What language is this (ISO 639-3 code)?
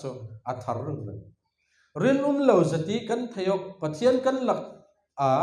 cfm